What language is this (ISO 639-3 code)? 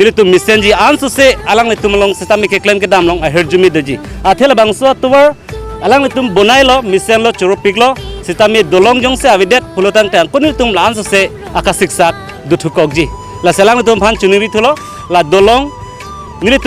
mjw